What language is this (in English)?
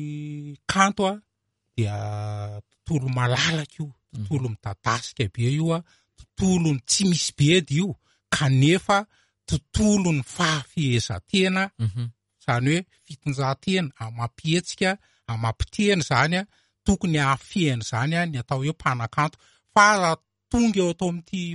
Malagasy